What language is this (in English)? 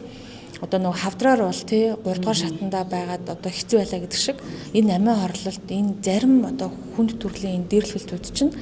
Mongolian